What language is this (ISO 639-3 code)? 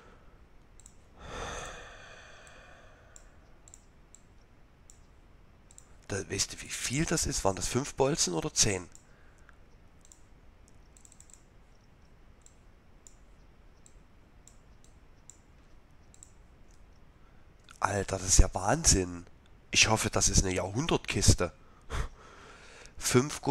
deu